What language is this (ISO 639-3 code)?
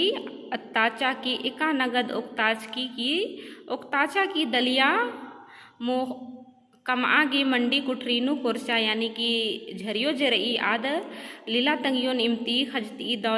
kru